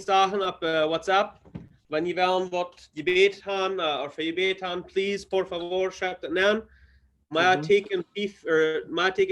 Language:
Plautdietsch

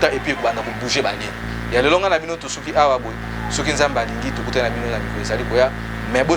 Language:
Lingala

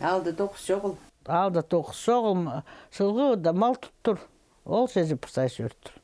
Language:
Khakas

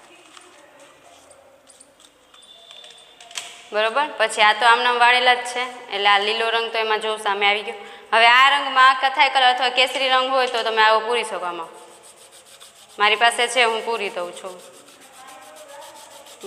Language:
Gujarati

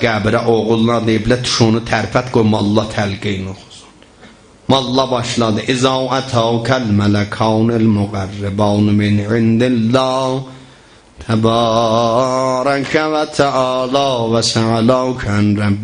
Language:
South Azerbaijani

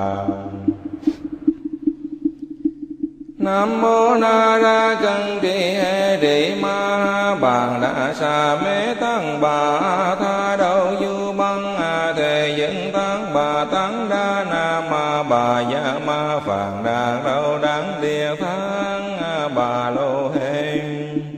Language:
Vietnamese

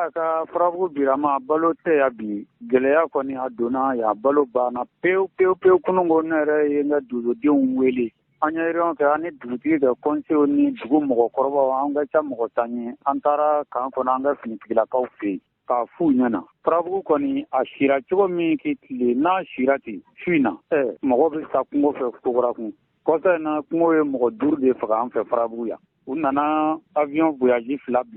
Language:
Bambara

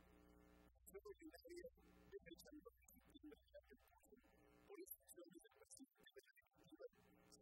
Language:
Spanish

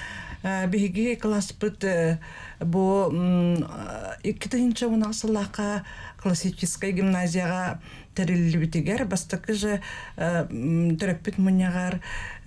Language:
Yakut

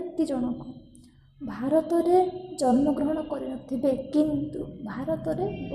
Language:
Odia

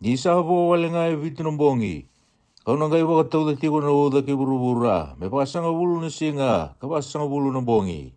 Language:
Fijian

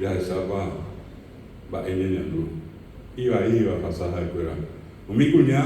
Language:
Guarani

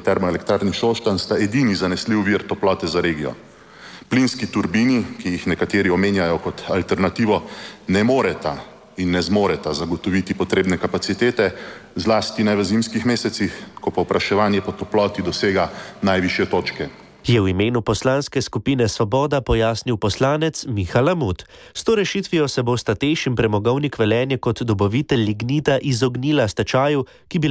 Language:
Slovenian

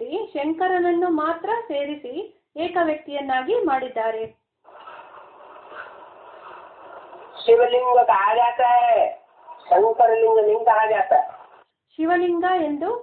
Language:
Kannada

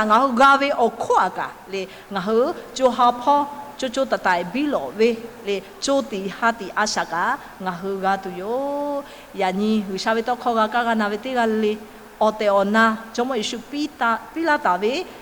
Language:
Lahu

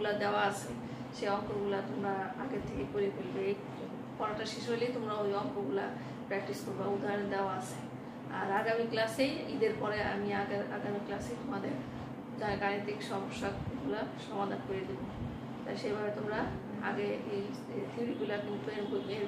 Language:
Bangla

